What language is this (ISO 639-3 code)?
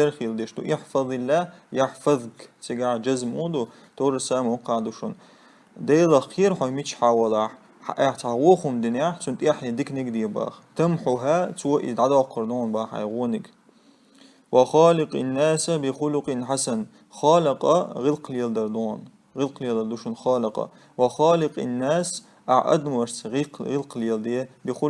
che